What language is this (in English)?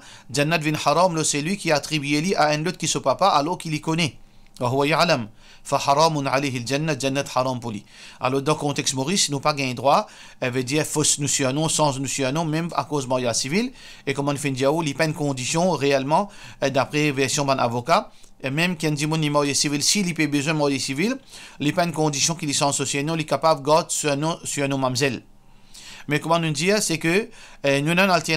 Morisyen